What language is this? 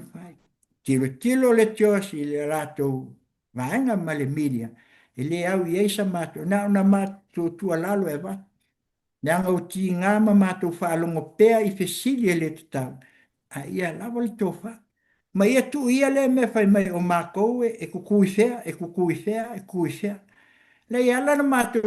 Samoan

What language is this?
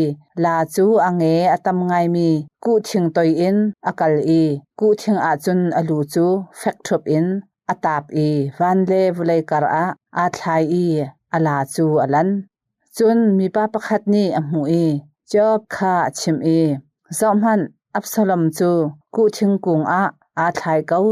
Hakha Chin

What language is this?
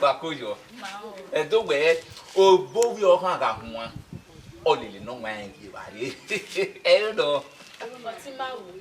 Bini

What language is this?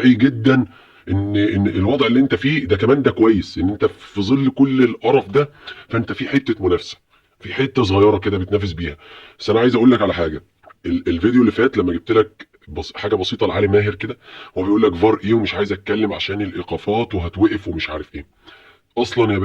Egyptian Arabic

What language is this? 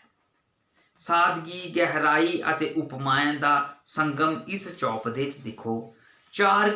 Dogri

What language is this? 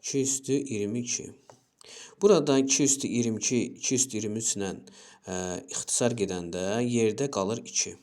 Azerbaijani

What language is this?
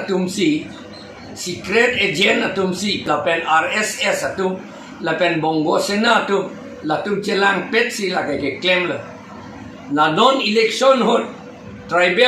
Karbi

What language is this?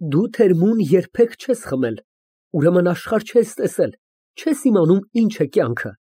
Armenian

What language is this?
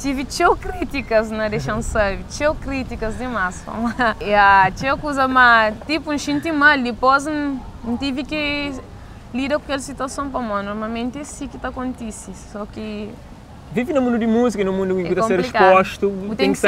Kabuverdianu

